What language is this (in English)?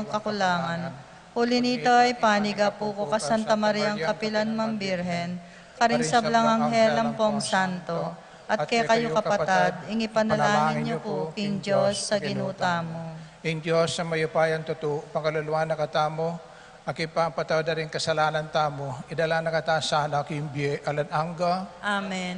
Pampanga